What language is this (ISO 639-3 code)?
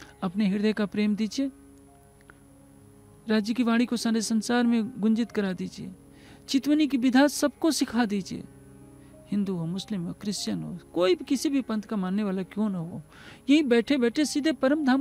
hin